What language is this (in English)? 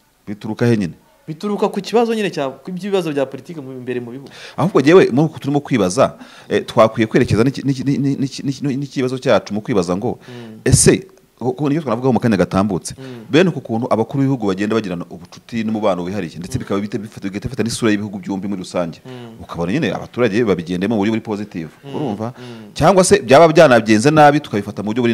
Kinyarwanda